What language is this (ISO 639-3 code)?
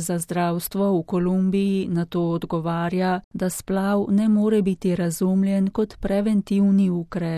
slv